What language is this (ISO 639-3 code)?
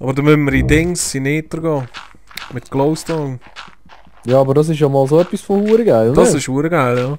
gsw